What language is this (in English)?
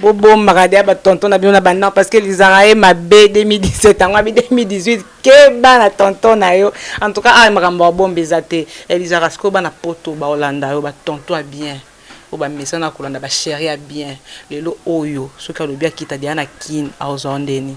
Lingala